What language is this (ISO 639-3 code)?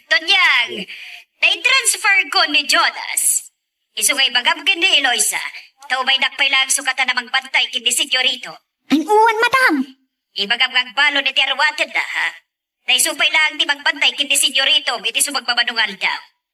ilo